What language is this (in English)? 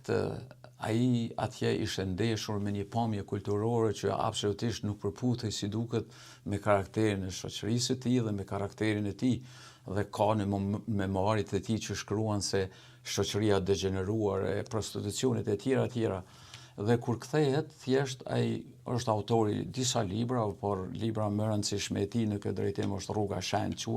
Albanian